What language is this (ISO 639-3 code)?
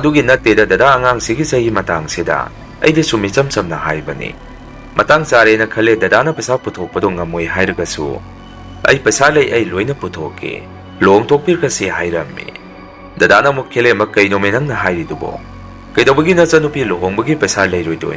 mni